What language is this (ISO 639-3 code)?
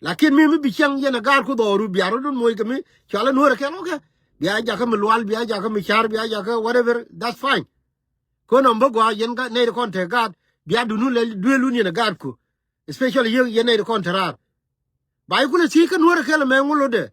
nus